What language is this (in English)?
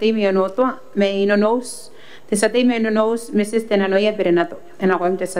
Gilbertese